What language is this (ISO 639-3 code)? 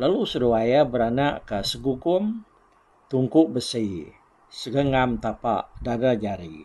iba